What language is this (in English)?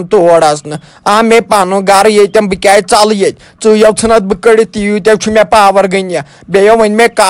Kashmiri